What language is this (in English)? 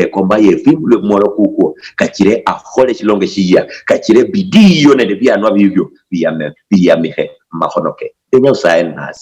Luyia